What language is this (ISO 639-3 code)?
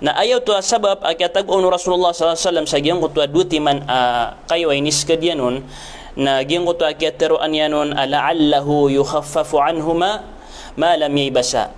mrw